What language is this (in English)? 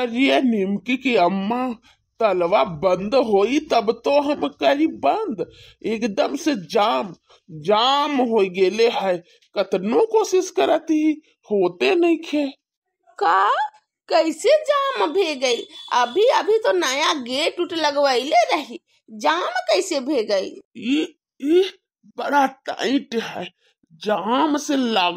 Bhojpuri